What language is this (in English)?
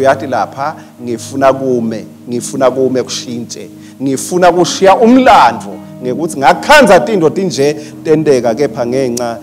Swati